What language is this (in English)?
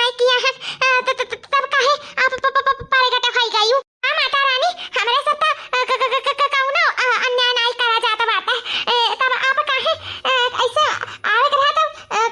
Awadhi